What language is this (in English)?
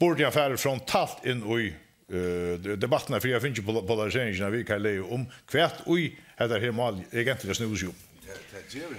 Faroese